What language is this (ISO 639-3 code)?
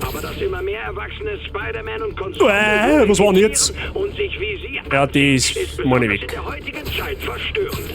bar